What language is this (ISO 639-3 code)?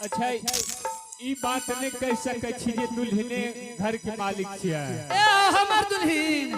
anp